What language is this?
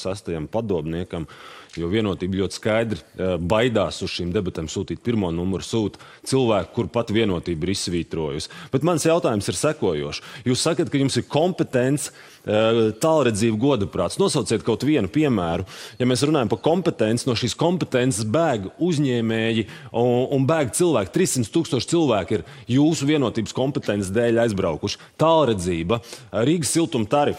Latvian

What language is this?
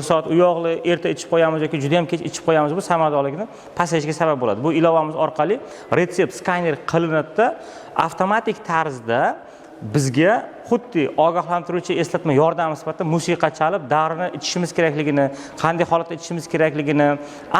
Uzbek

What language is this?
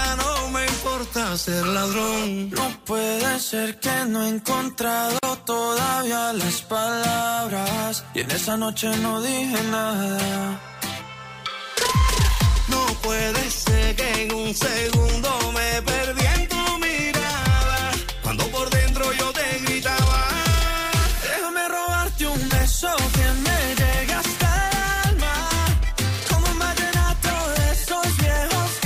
Spanish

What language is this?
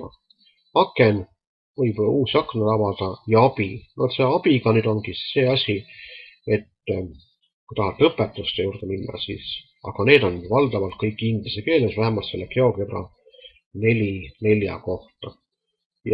Estonian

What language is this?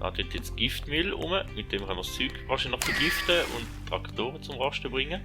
Swiss German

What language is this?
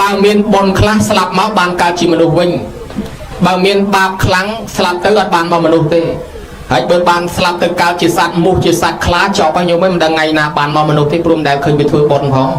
Khmer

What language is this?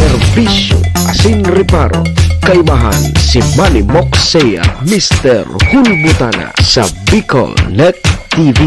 Bikol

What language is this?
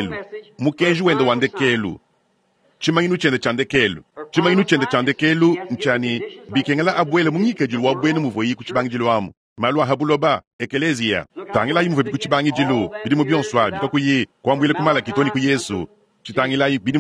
Luba-Lulua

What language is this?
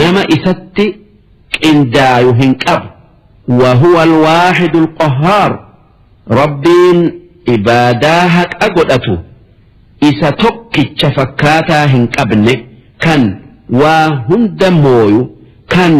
Oromo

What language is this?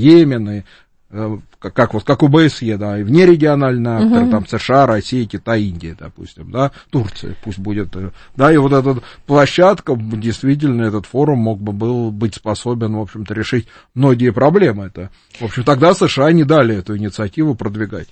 Russian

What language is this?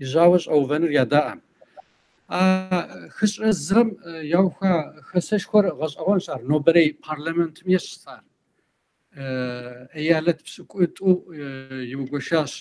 Kabardian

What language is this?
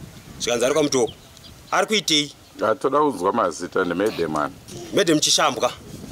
Shona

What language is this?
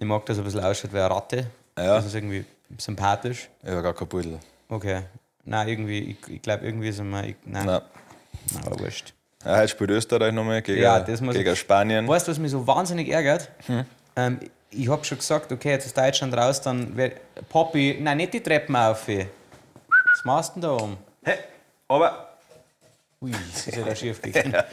Bavarian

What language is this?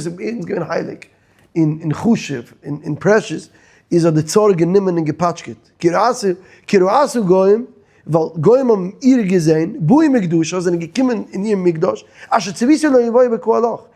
Yiddish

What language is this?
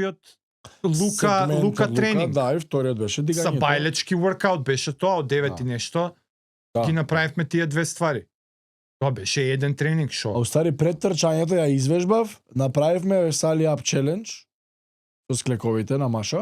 Macedonian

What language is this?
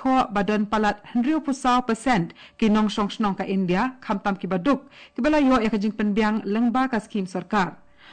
Khasi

